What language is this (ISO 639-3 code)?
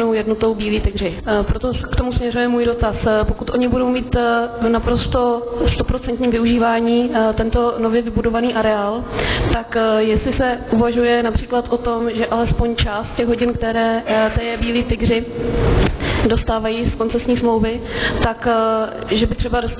ces